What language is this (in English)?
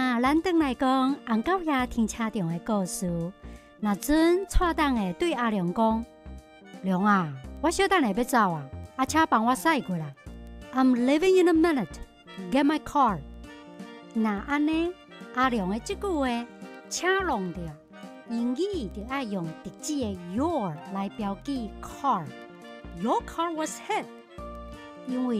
Min Nan Chinese